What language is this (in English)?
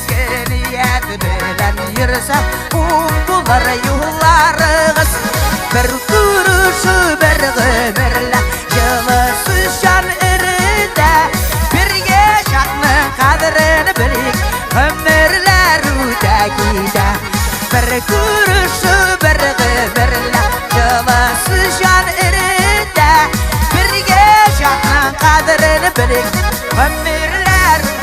Tatar